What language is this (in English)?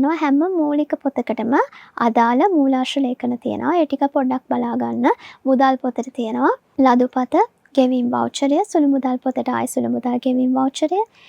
Sinhala